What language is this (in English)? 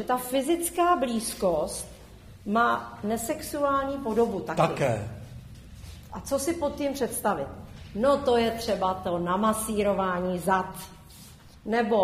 Czech